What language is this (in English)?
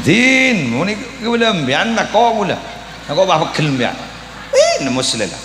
Madurese